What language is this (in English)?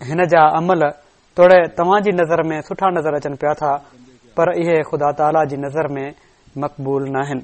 Sindhi